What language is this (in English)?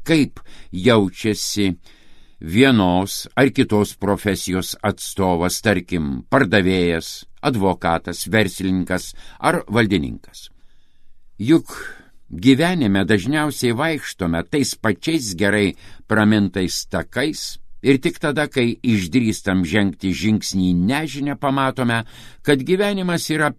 Lithuanian